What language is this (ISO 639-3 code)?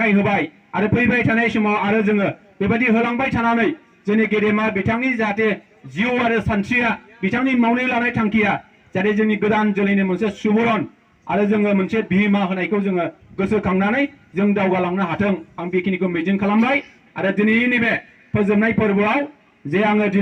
brx